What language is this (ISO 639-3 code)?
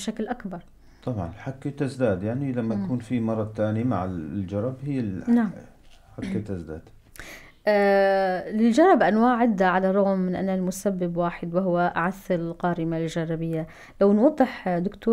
apc